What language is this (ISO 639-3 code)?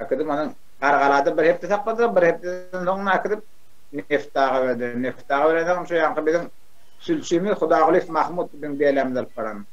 tuk